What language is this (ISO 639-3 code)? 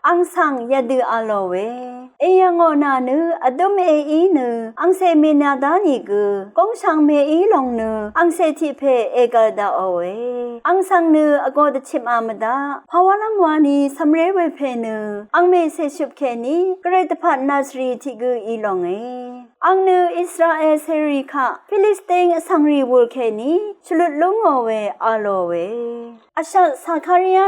raw